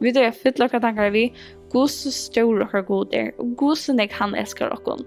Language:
Faroese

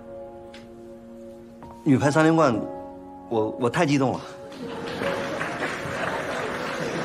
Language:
Chinese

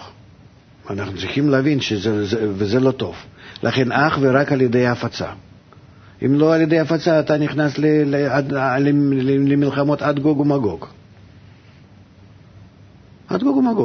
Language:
Hebrew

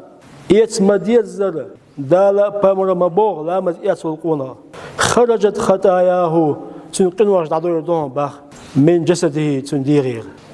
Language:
Chechen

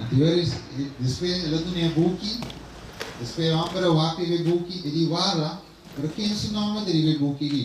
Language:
Papiamento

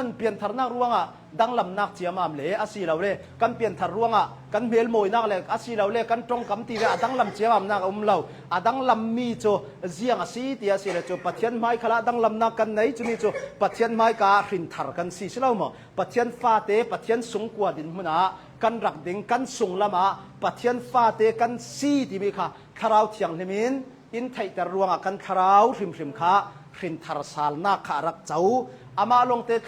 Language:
Hakha Chin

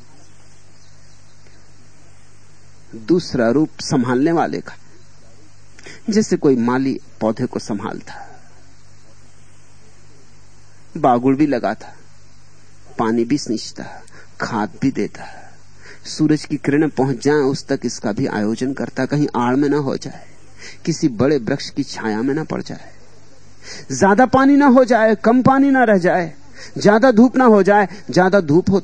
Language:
Hindi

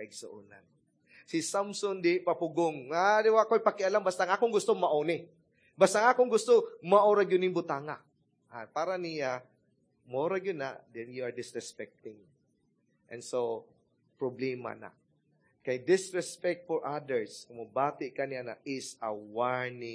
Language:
Cebuano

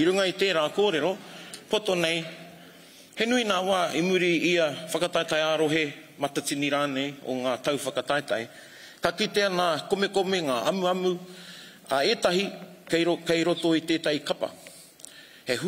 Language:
Māori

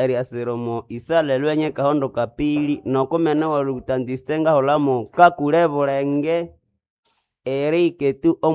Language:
Nande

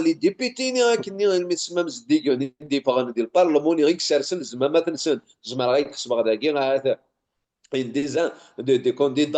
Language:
Kabyle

